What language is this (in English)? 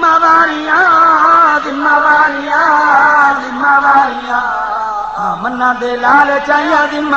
Saraiki